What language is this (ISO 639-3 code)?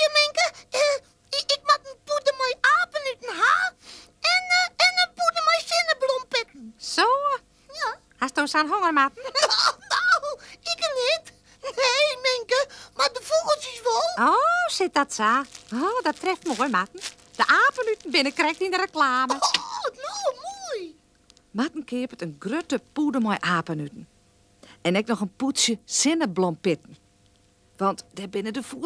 fry